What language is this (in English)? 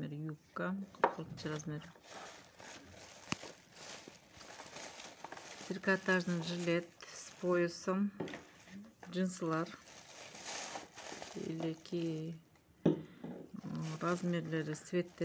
Kyrgyz